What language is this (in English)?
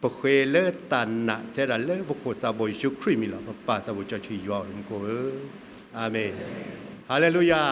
S'gaw Karen